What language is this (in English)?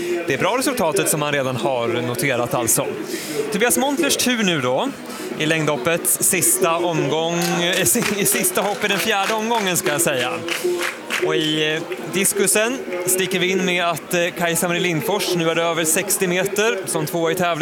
Swedish